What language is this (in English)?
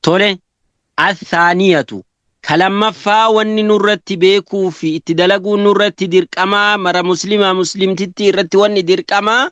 Oromo